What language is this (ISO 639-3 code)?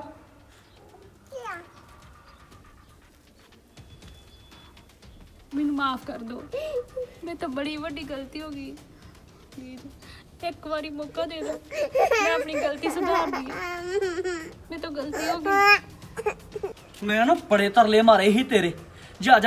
pan